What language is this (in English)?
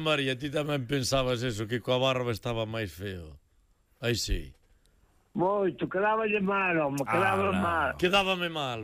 Galician